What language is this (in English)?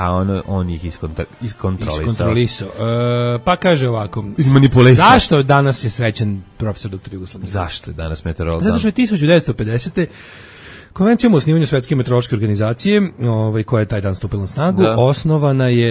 Serbian